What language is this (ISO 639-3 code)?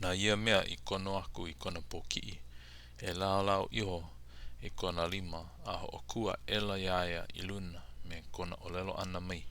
haw